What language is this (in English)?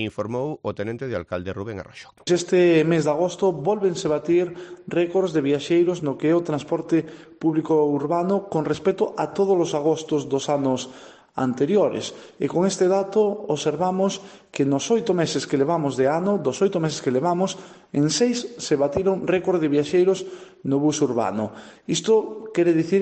Galician